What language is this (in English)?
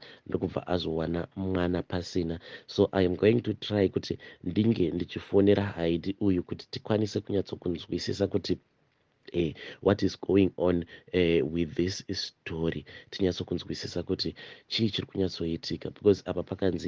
Shona